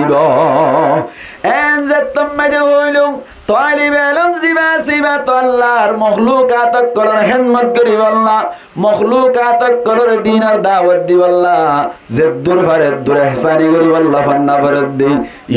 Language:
Rohingya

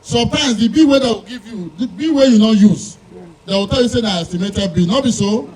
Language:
Nigerian Pidgin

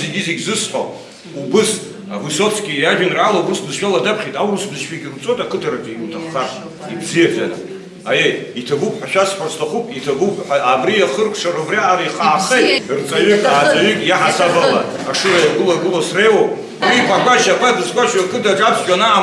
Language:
Abkhazian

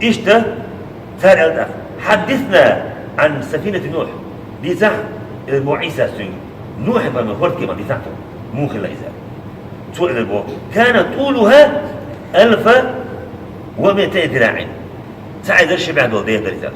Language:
Chechen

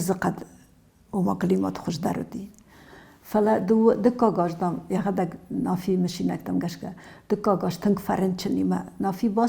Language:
Ossetic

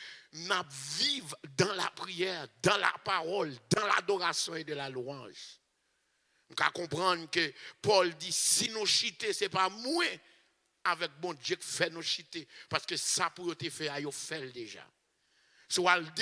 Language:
French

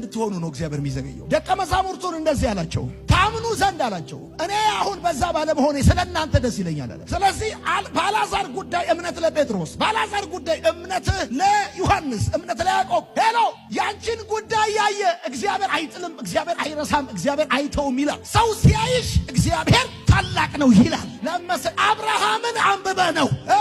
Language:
Amharic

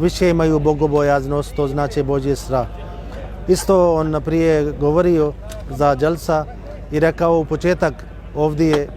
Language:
Bosnian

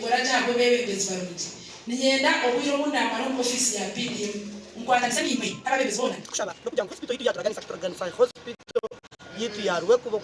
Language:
Nyankole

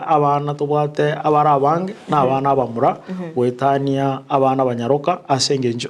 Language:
Gusii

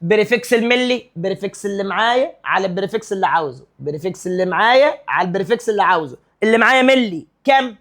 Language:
Egyptian Arabic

